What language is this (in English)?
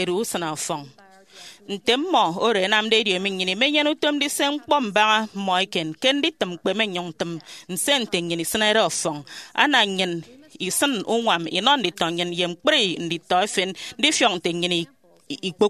Efik